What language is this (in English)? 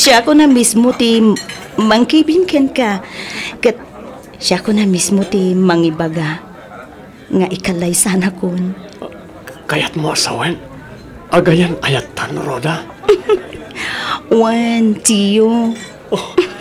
Iloko